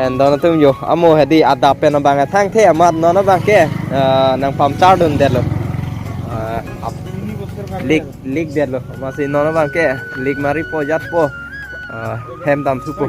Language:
Karbi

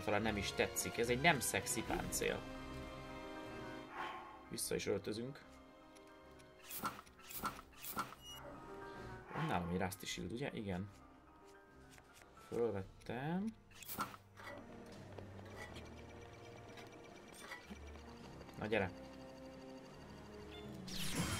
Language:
Hungarian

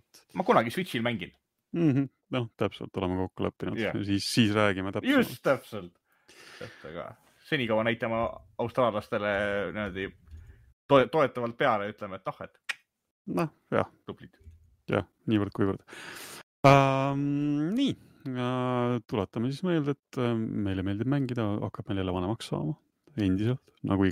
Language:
Estonian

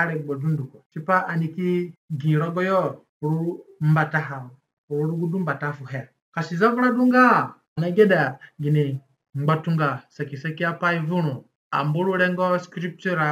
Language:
Zande (individual language)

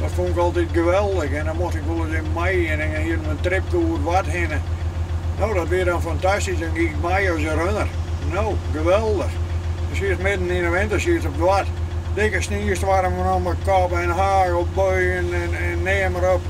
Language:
Western Frisian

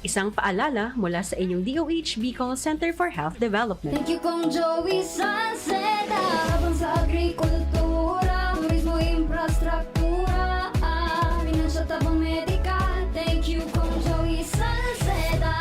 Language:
Bikol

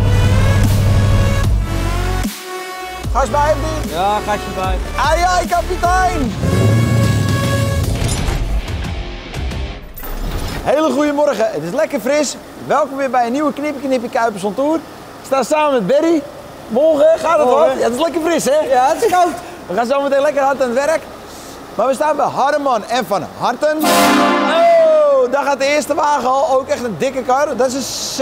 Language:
Dutch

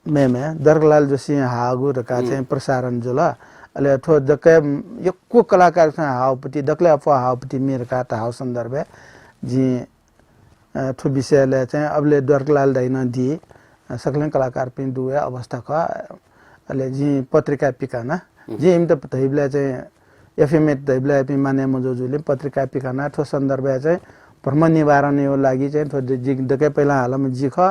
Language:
Newari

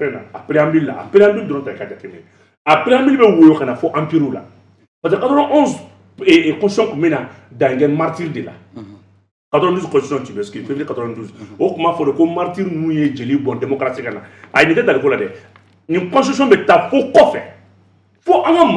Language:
Bambara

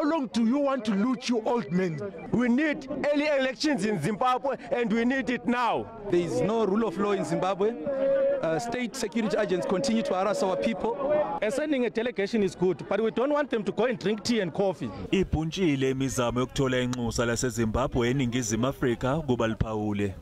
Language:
Zulu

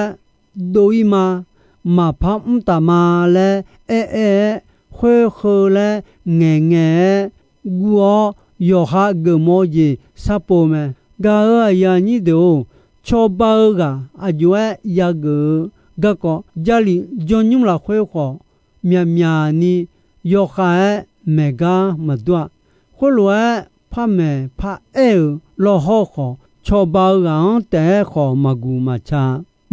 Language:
Akha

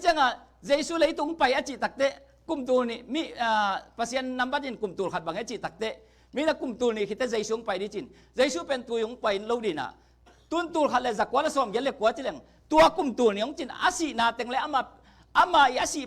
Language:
Tedim Chin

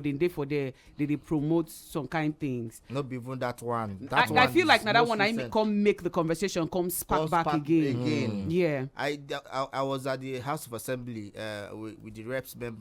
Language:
Nigerian Pidgin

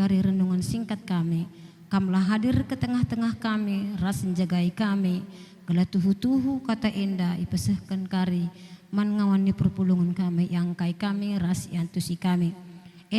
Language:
Batak Karo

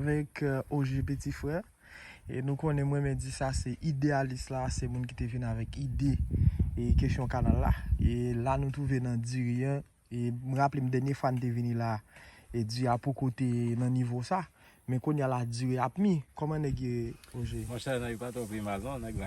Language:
Haitian Creole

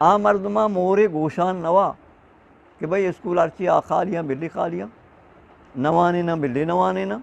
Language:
Eastern Balochi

